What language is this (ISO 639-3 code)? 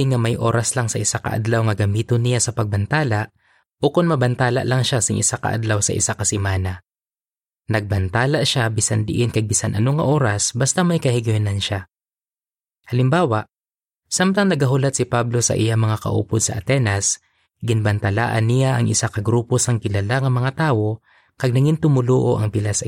hil